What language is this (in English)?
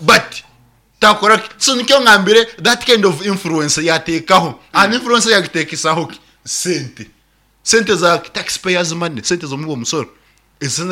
Nyankole